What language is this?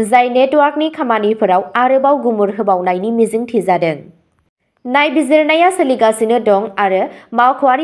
Bodo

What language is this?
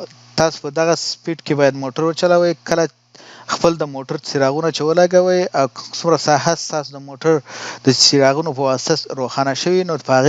Pashto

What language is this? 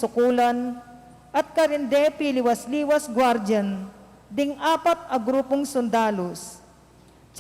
Pampanga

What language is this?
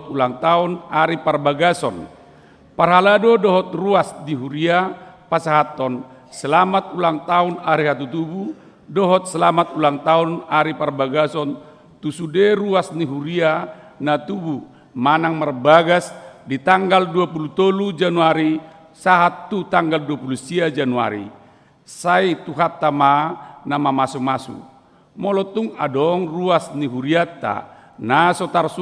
Batak Toba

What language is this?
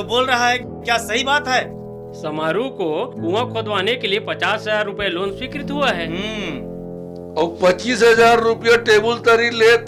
Chhattisgarhi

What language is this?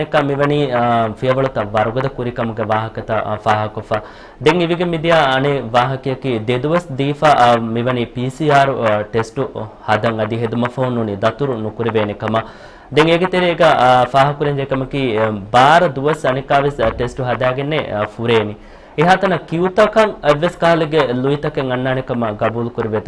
Divehi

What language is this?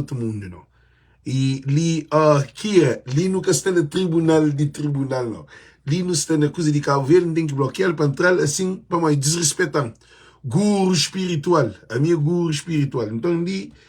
Kabuverdianu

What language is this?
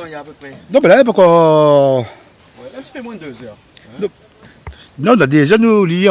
Réunion Creole French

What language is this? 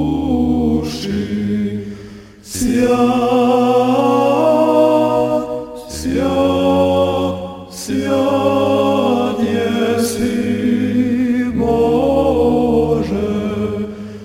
Ukrainian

